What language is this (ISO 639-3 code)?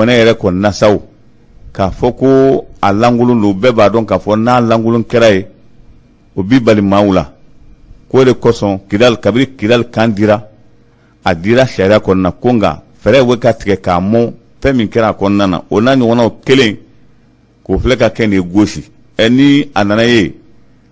bam